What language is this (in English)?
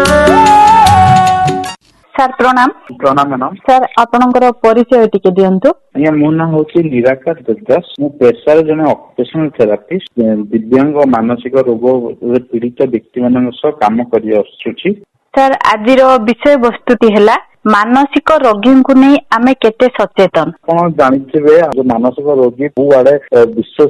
Odia